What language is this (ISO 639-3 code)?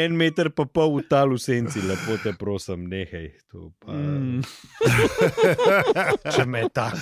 slv